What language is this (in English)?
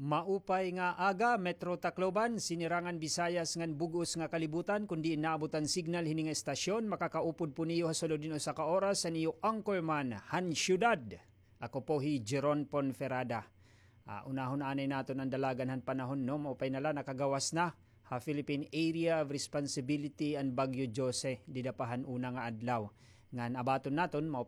Waray